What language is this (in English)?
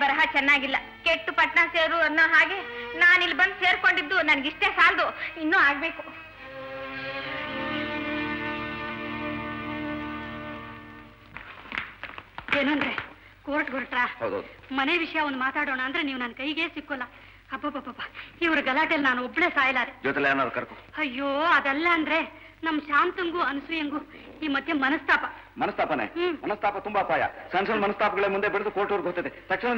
Kannada